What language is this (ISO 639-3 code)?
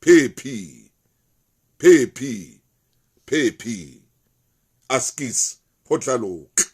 sot